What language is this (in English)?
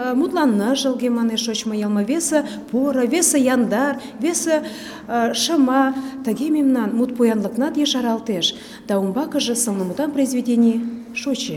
Mari